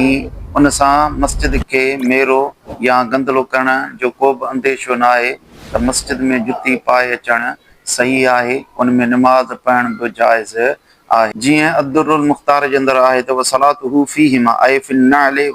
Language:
Sindhi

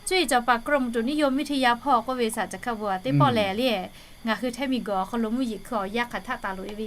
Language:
Lahu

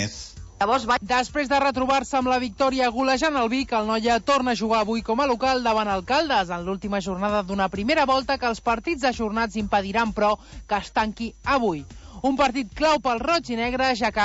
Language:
Catalan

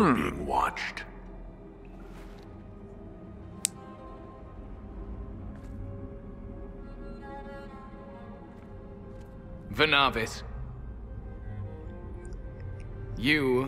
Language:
Russian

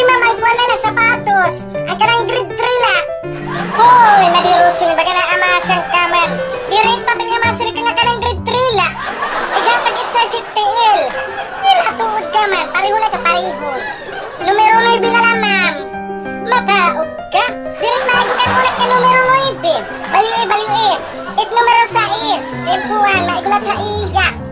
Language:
Waray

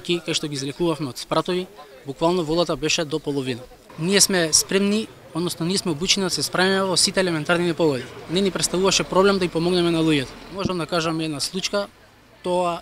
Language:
Macedonian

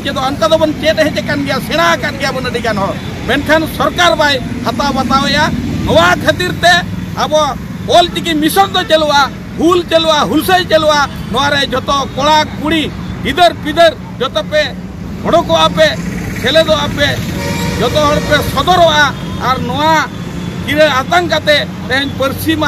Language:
Santali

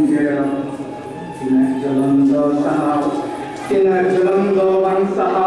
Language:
Santali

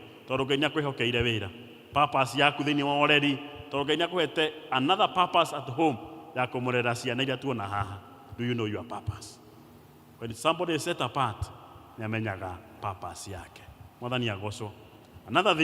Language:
Kikuyu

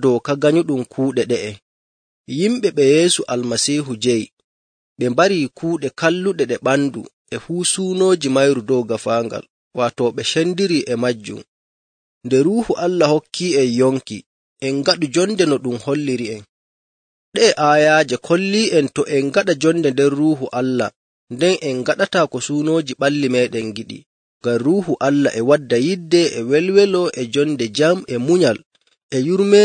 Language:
Nigerian Fulfulde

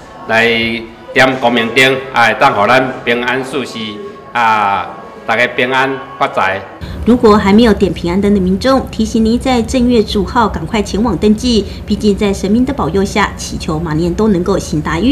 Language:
Chinese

